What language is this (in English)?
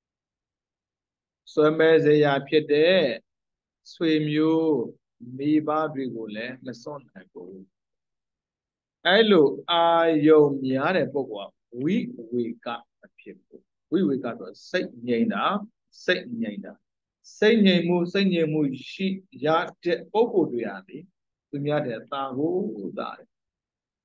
Burmese